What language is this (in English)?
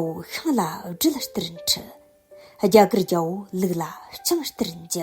Tibetan